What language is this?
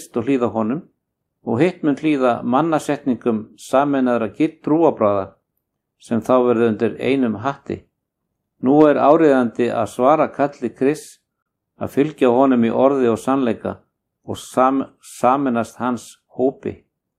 Icelandic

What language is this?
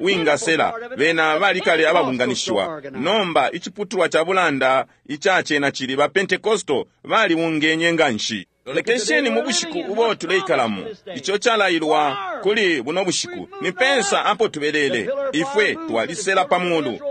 Bemba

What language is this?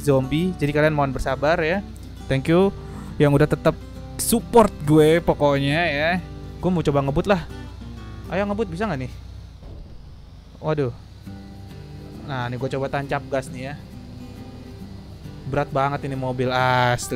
Indonesian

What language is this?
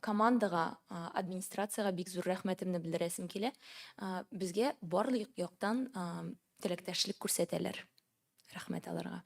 Tatar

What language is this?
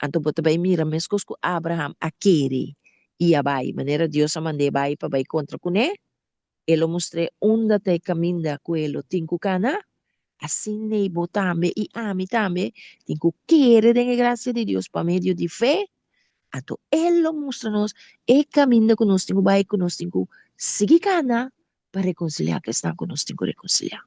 Papiamento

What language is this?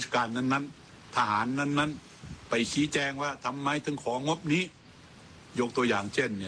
Thai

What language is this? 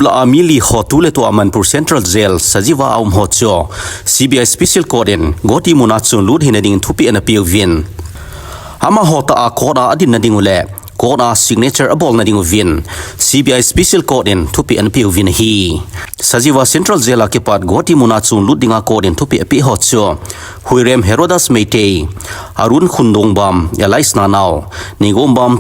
Thado Chin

